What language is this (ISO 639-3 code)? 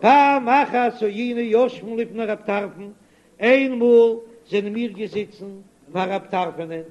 yid